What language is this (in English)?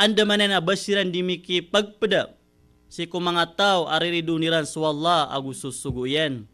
Maranao